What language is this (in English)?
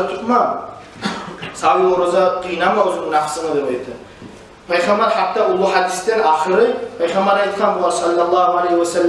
Kumyk